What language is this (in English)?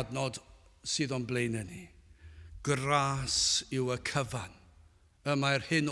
Welsh